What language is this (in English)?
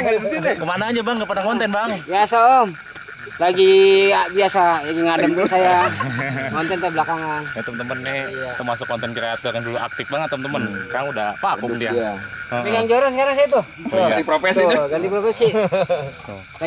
Betawi